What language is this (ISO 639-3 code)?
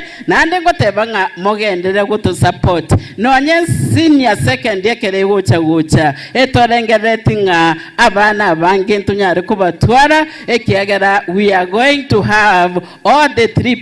guz